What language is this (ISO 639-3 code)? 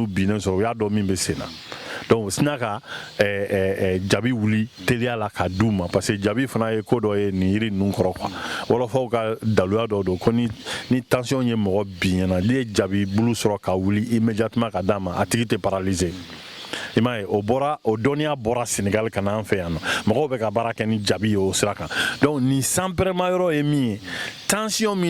bam